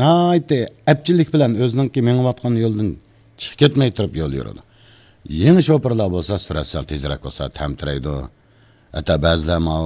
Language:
Uyghur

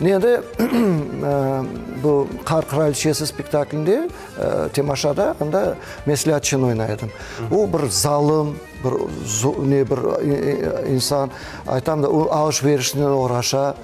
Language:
Crimean Tatar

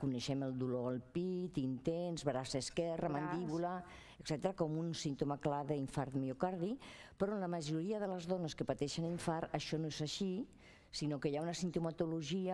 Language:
Catalan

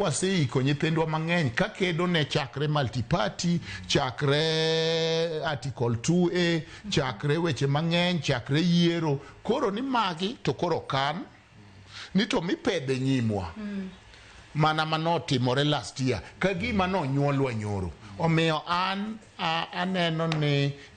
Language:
Luo (Kenya and Tanzania)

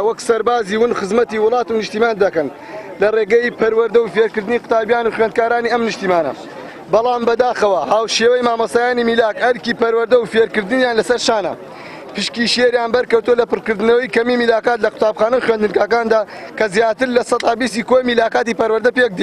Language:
Central Kurdish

